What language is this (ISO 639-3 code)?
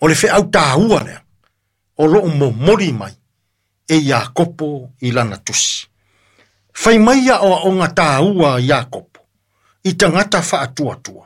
smo